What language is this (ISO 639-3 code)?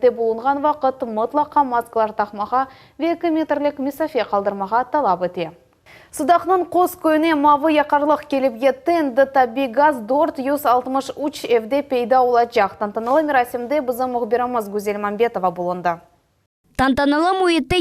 crh